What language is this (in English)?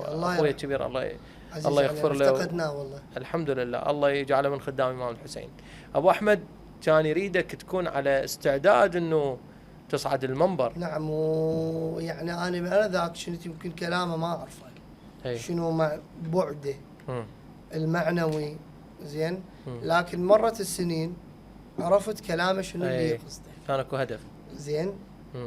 Mesopotamian Arabic